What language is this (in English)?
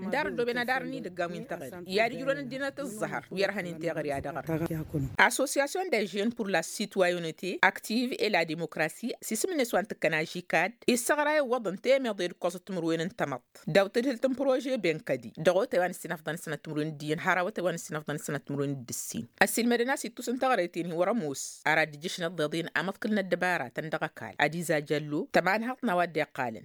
Tamasheq